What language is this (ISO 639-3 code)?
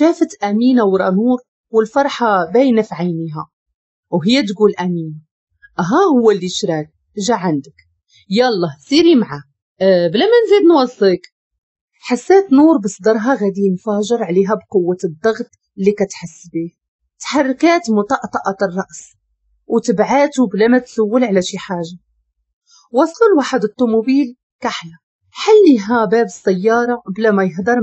ary